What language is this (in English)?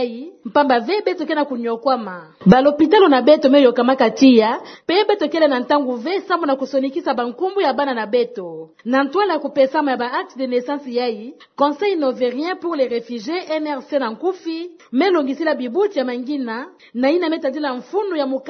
Kituba (Democratic Republic of Congo)